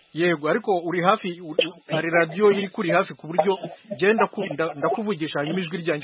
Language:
Kinyarwanda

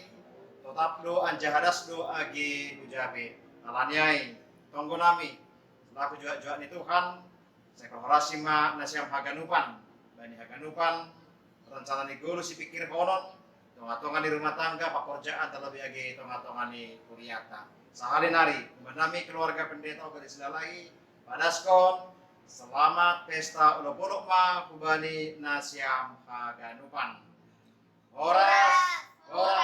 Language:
Batak Simalungun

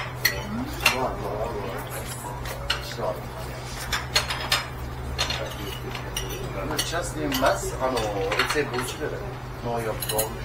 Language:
Russian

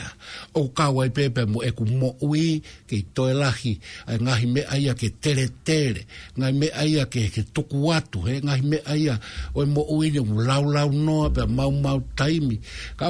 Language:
Tongan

